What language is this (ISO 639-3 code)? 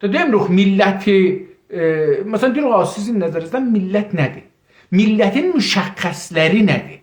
azb